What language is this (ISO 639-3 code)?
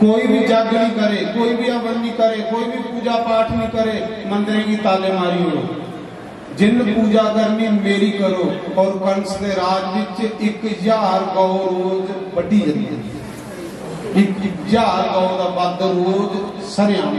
doi